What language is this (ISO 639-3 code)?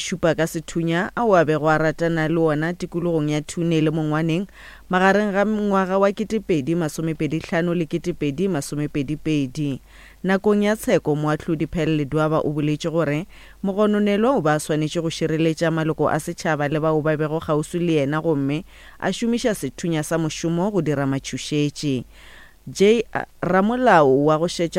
nso